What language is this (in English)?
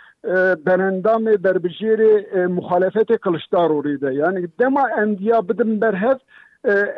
Kurdish